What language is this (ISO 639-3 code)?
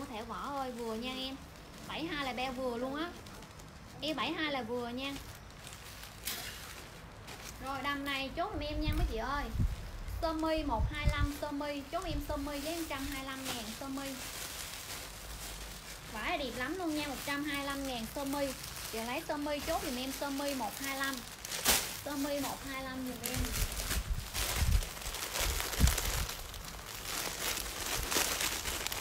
vie